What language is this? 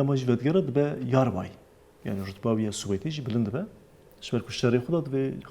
Kurdish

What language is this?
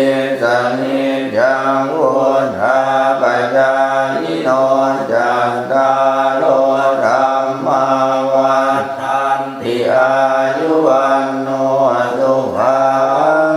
Pali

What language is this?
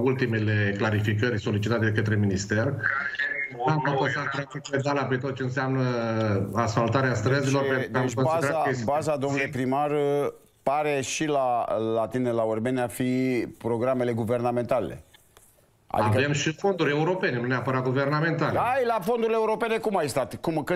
Romanian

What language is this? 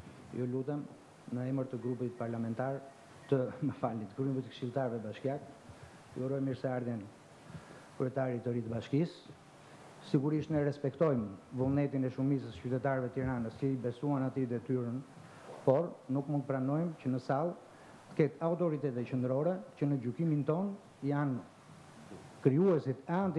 Albanian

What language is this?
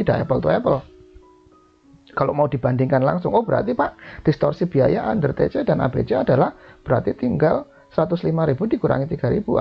Indonesian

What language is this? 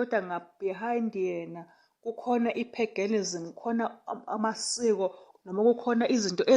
Zulu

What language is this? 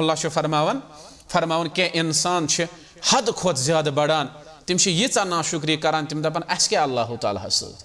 Kashmiri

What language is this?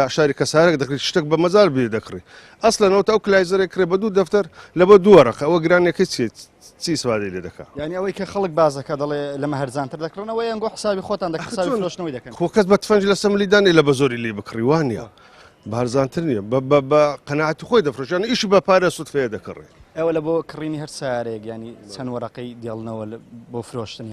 Central Kurdish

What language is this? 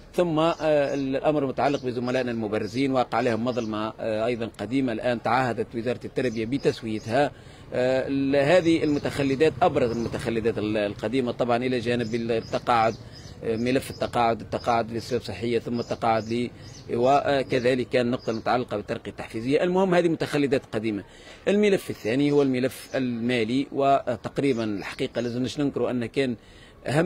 Tunisian Arabic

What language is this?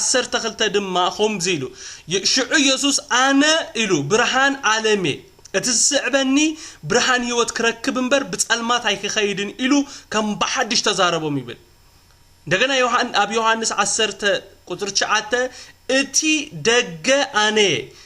Tigrinya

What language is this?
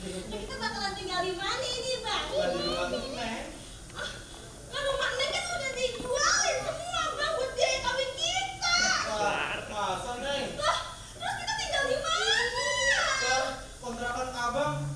Betawi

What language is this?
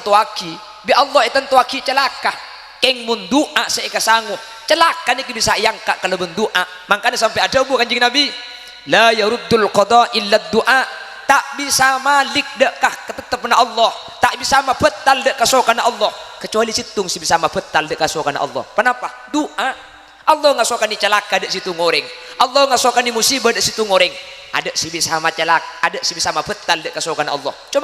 Madurese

